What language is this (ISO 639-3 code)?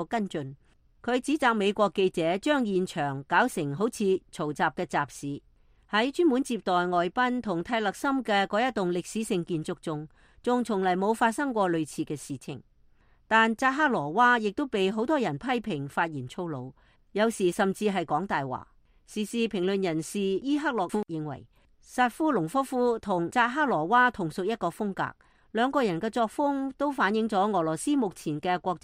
yue